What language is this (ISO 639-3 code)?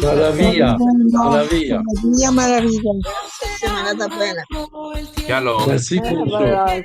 lad